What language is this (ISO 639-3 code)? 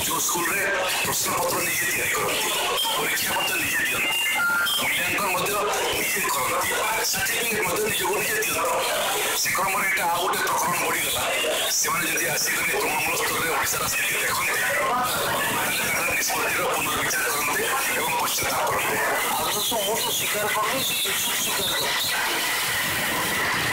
ori